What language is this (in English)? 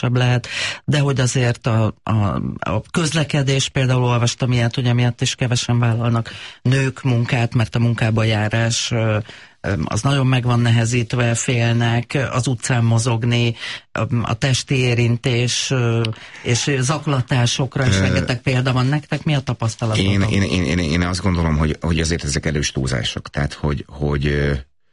Hungarian